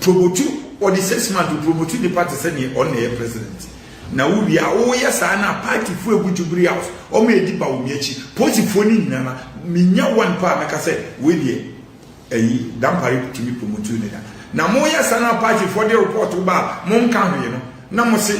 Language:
Akan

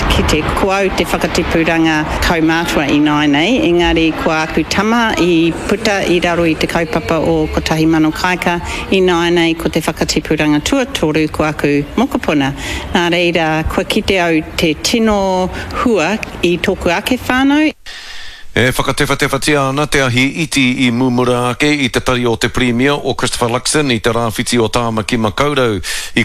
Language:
Māori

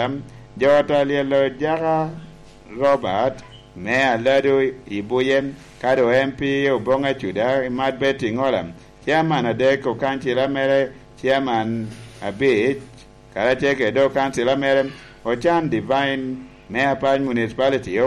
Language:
Lango (Uganda)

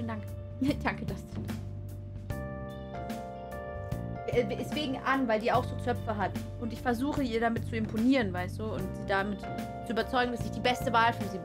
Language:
German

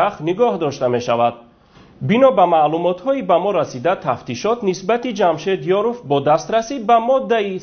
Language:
Tajik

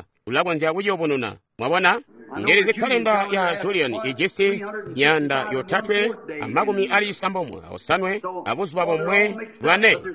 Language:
Tonga (Zambia)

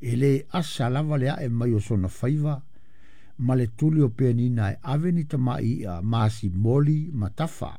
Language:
Samoan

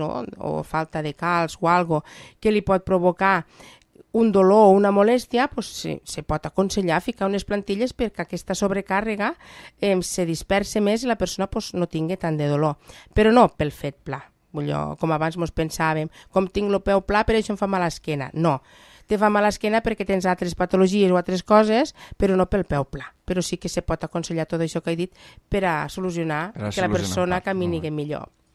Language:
Catalan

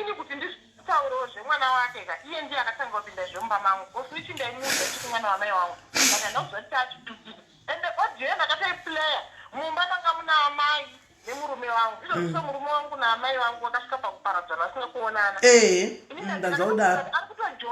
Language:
Shona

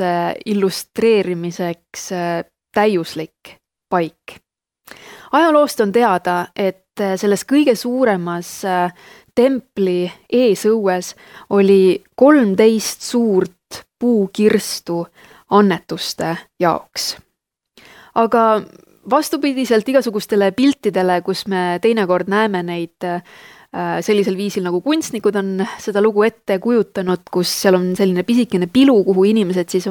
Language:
Estonian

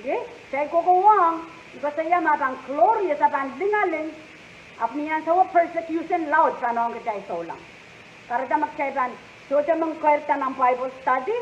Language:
Pohnpeian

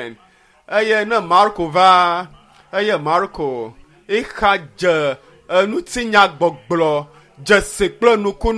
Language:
Ewe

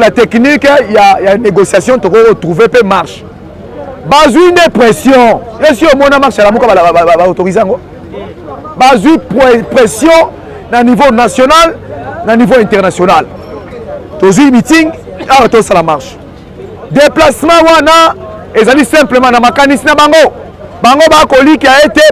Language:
Lingala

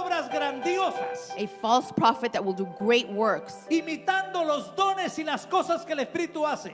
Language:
Spanish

